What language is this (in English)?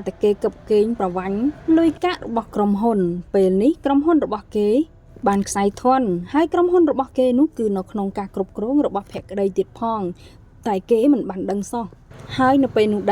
Khmer